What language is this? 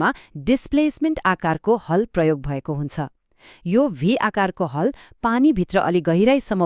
Nepali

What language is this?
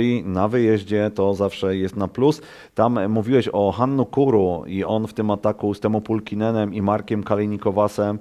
Polish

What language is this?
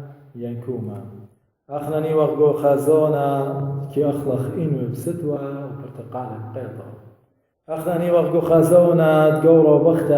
Assyrian Neo-Aramaic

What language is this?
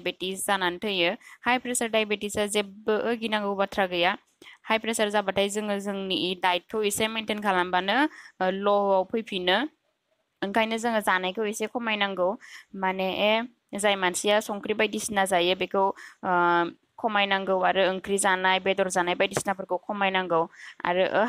Bodo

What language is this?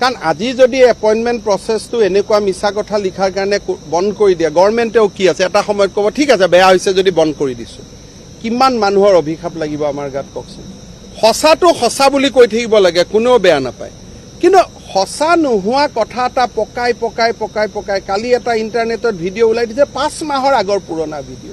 Assamese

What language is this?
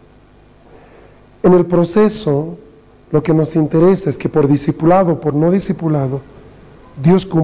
Spanish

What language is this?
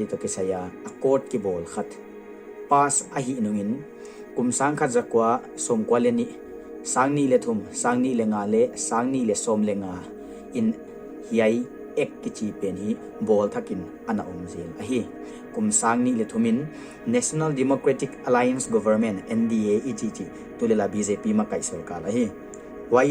Paite Chin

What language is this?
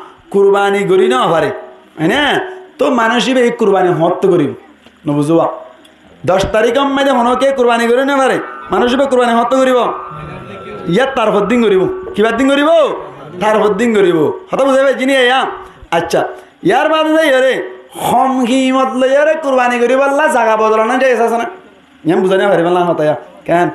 Rohingya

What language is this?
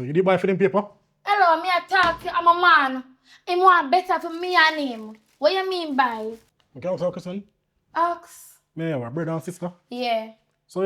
Jamaican Creole English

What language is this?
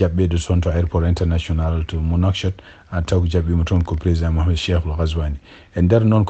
Fula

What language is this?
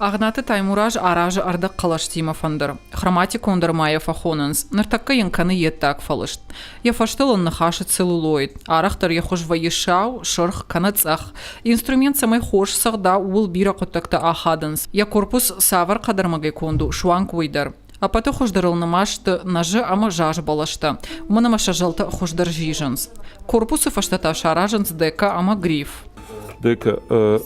Ossetic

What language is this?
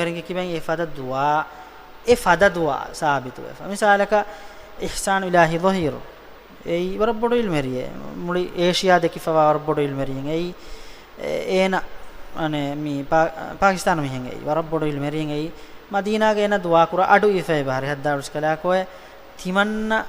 Divehi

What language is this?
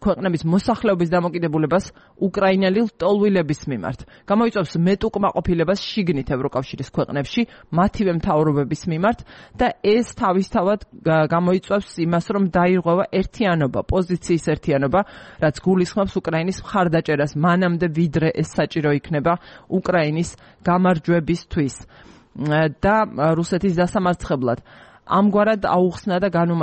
Georgian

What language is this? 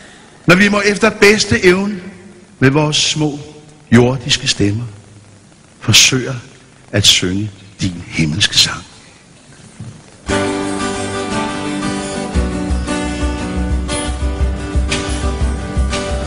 Danish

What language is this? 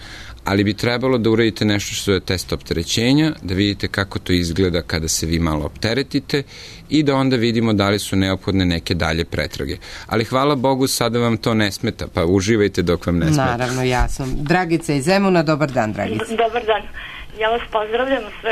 Serbian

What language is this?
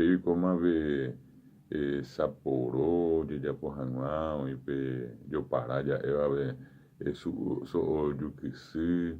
Guarani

